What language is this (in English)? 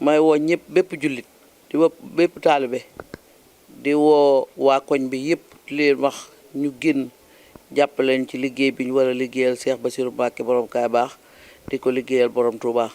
Wolof